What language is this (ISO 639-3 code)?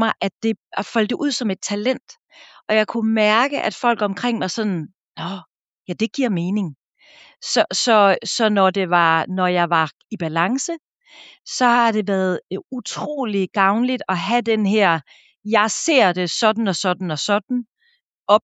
dan